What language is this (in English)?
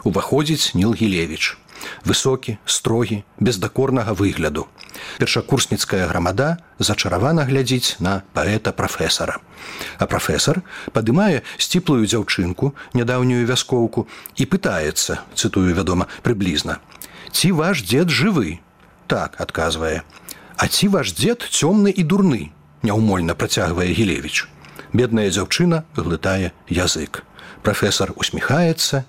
Belarusian